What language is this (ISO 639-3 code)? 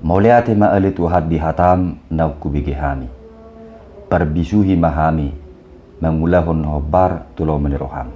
bbc